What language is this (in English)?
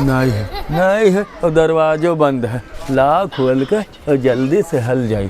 Awadhi